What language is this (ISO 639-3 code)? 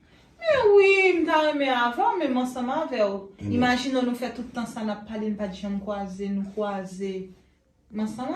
hat